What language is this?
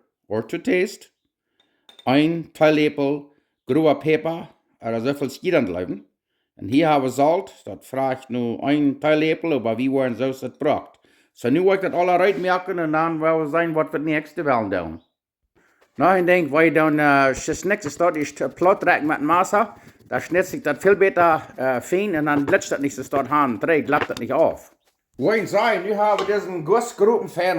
Plautdietsch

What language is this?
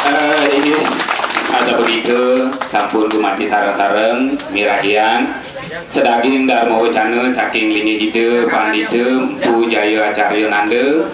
Balinese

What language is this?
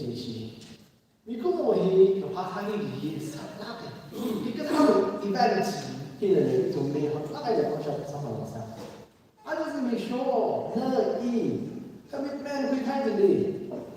Tangkhul Naga (India)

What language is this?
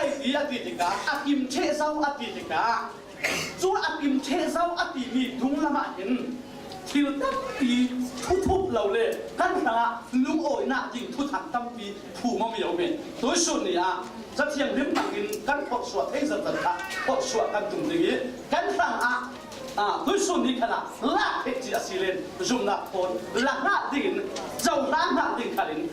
Falam Chin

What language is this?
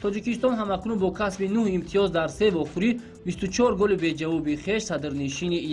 Tajik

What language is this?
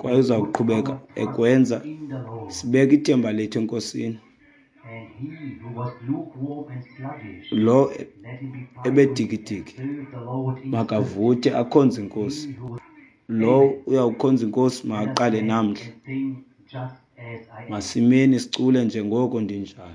Xhosa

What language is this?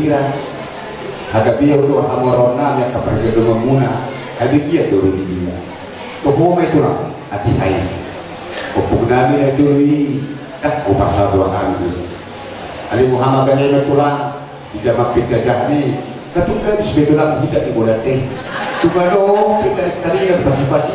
Batak Toba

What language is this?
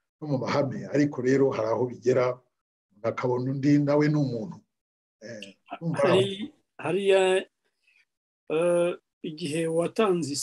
Kinyarwanda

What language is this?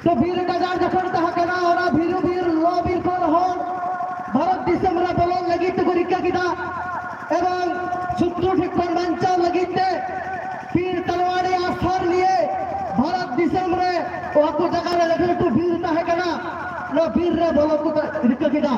Santali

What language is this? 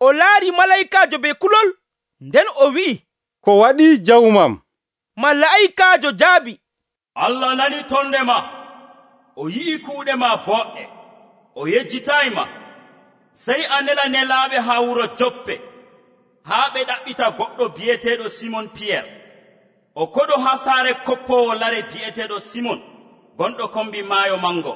Nigerian Fulfulde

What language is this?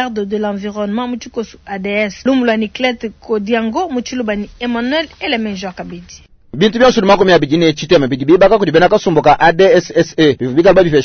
Luba-Lulua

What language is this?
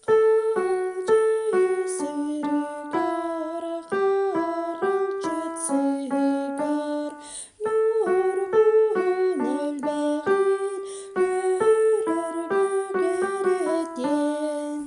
Yakut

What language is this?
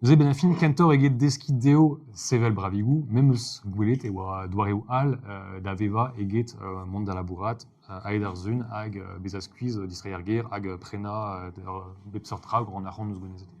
Breton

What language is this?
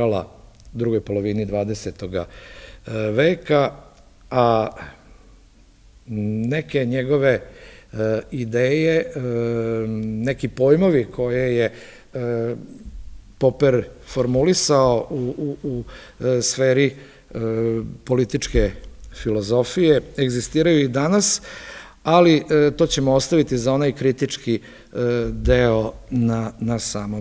Serbian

